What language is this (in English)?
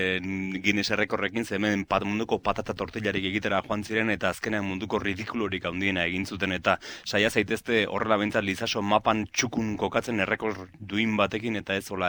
Basque